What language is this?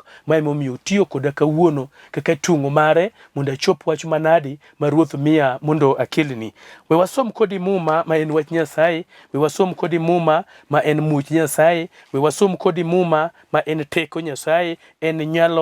Luo (Kenya and Tanzania)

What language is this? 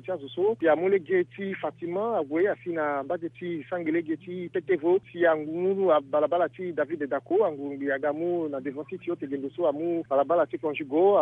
Sango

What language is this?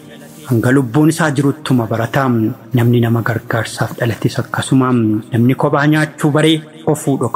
Oromo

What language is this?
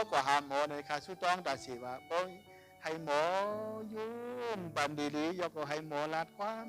Shan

